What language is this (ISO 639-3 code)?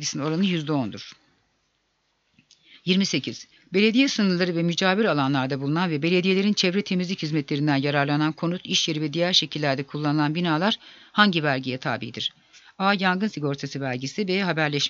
tur